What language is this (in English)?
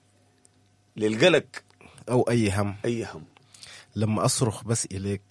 Sudanese Arabic